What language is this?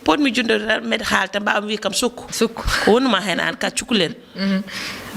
Fula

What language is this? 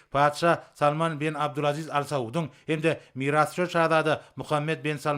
Turkmen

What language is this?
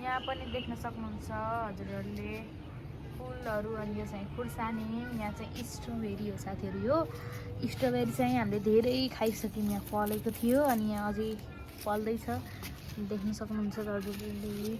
Nepali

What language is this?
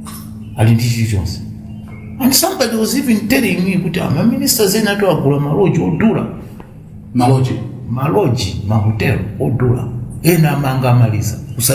Nyanja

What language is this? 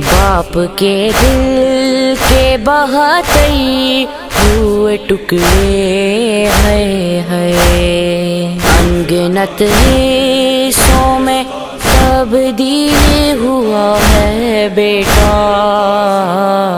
Urdu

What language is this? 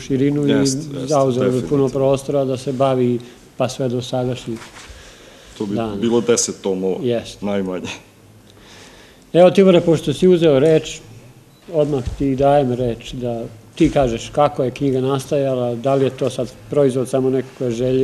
Serbian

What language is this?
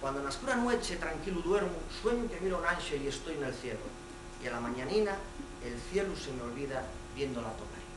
Asturian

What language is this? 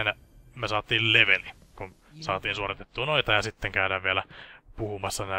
Finnish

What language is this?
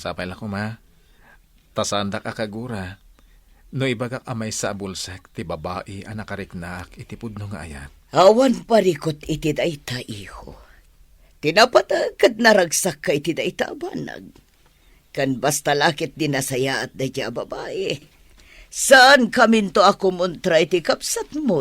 Iloko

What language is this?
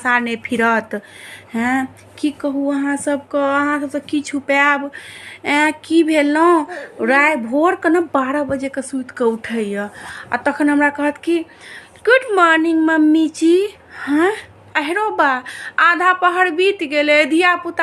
Maithili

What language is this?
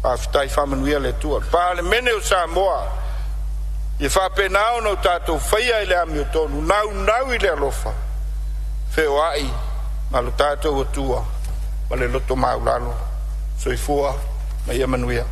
Samoan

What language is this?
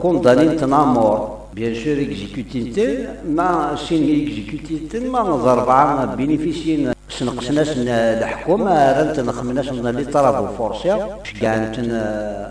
Kabyle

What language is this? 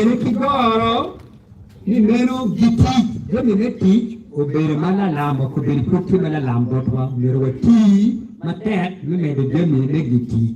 Acoli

